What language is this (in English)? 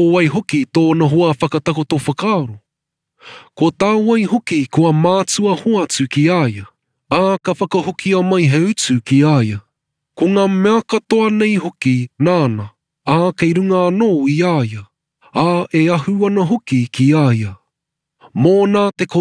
Māori